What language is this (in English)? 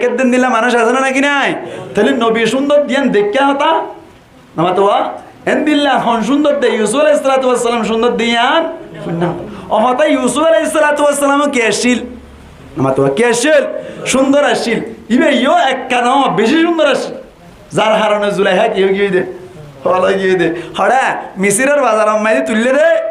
Rohingya